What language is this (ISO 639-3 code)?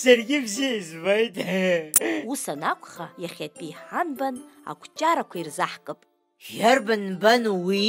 abk